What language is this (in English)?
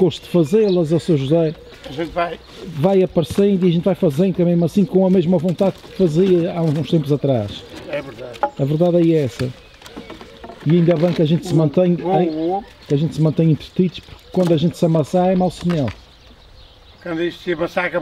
Portuguese